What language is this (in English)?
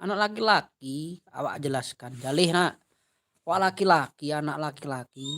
Minangkabau